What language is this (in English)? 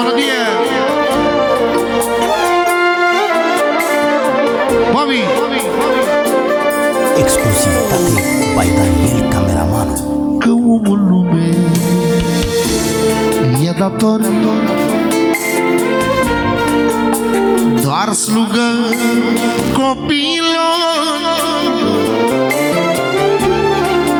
Romanian